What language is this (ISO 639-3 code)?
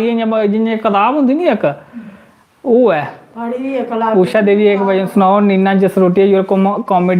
doi